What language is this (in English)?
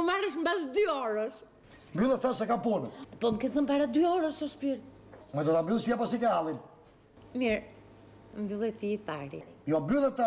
Albanian